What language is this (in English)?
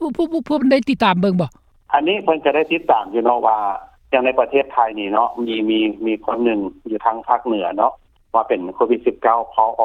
Lao